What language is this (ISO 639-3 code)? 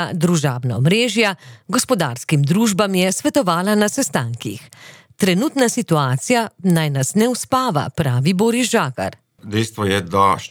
slv